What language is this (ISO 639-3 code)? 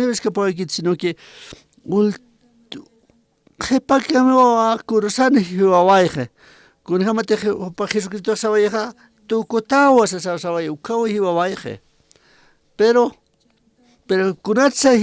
aym